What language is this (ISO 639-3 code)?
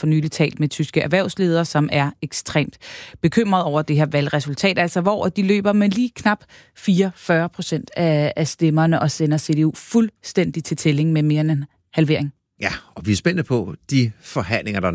dan